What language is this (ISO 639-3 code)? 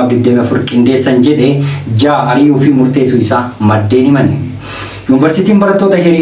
orm